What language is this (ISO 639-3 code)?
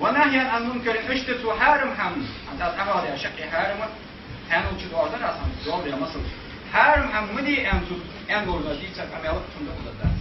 inh